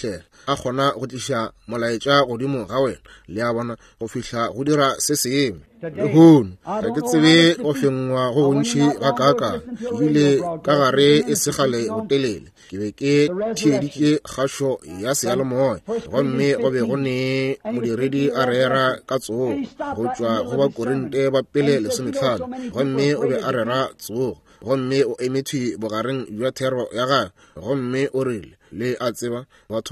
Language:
Northern Sotho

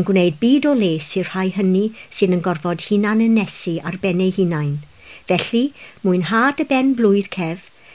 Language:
Welsh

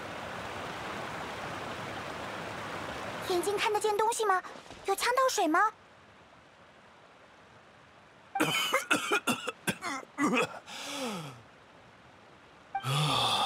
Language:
Chinese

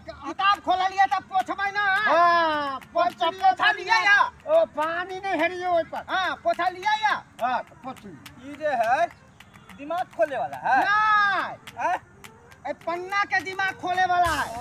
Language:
Maithili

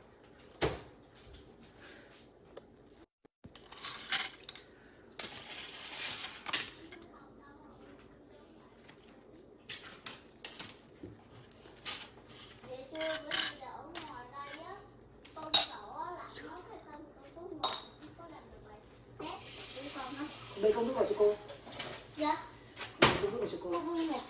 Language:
Vietnamese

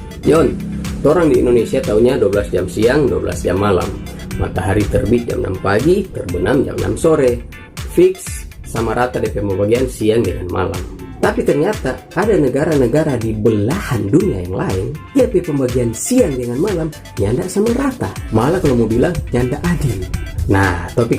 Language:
Manado Malay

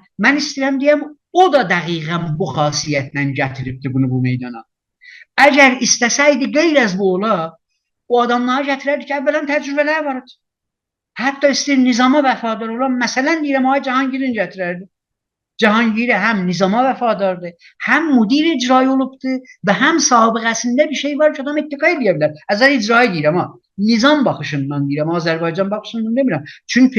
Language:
South Azerbaijani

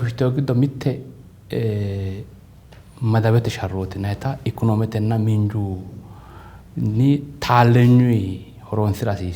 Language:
Sidamo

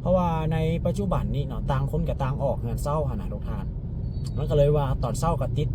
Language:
Lao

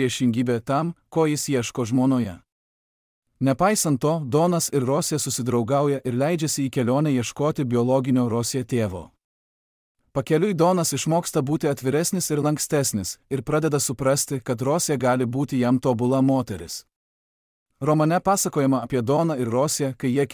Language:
Lithuanian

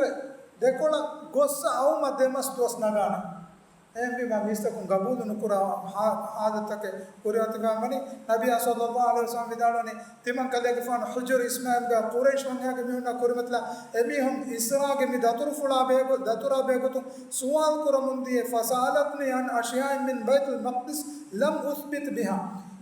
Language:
Divehi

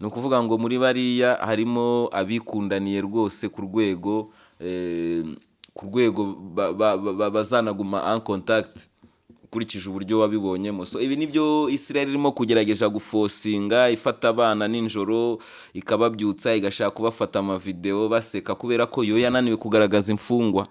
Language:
Kinyarwanda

